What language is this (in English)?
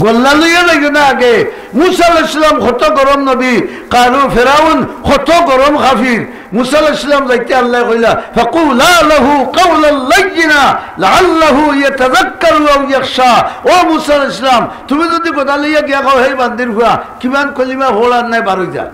Sylheti